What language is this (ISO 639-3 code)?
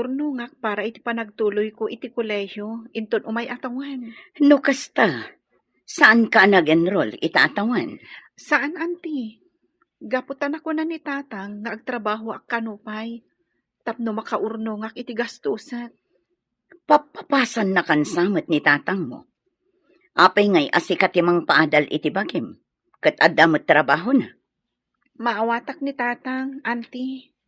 ilo